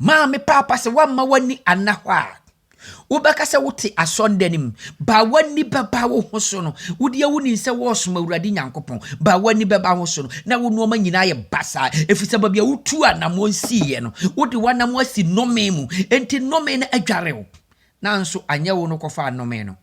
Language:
Akan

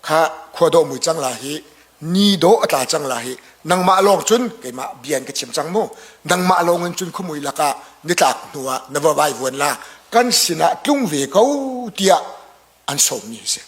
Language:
Hakha Chin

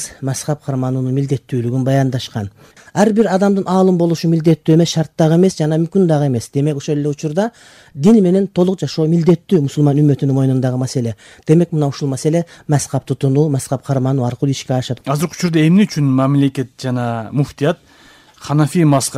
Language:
Kyrgyz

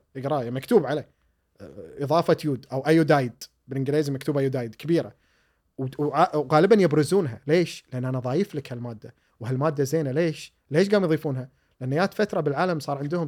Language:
Gulf Arabic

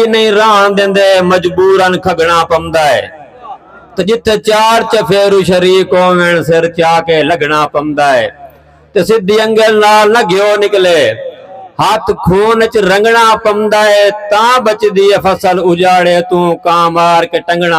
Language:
Saraiki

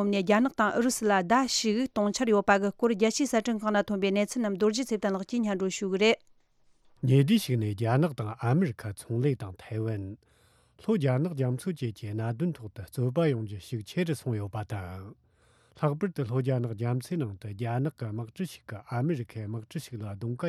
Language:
Tibetan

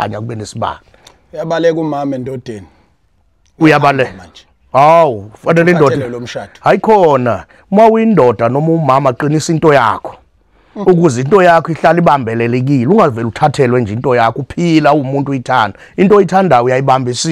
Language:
Zulu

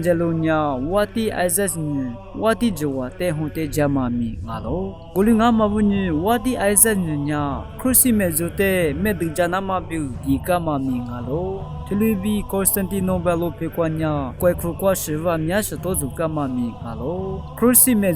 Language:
Lisu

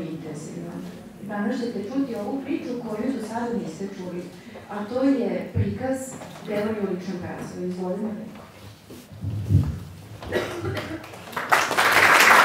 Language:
Serbian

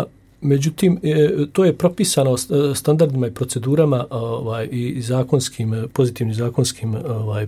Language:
Bosnian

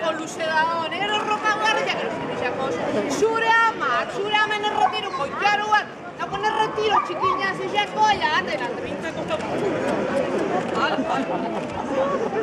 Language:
Basque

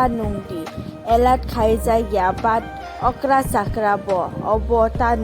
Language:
Kok Borok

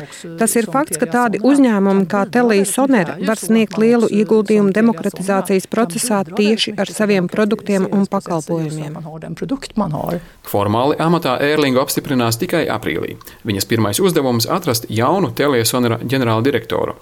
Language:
Latvian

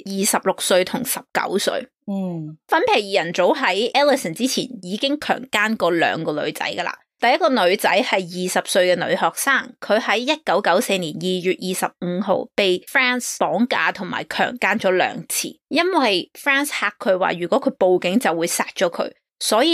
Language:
Cantonese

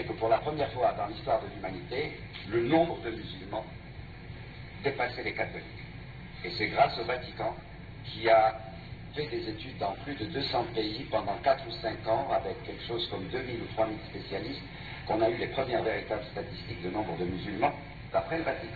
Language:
French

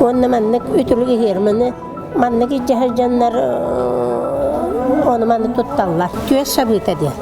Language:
Yakut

